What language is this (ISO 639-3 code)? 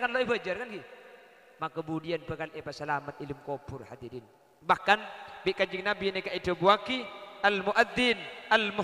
mad